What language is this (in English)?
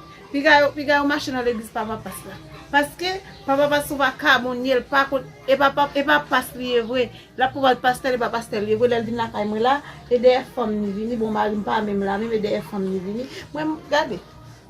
Haitian Creole